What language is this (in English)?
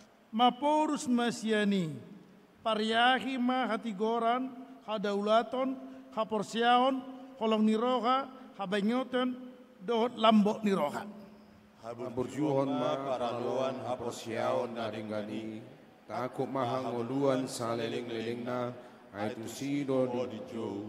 Batak Toba